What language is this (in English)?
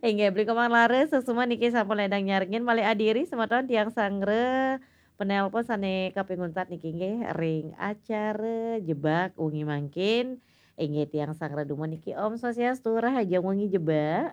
Balinese